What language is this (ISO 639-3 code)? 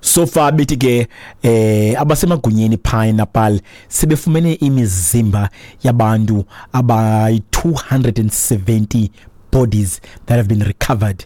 xho